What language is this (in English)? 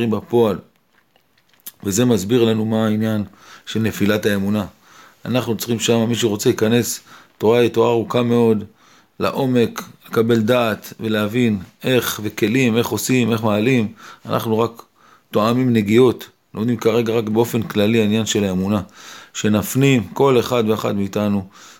Hebrew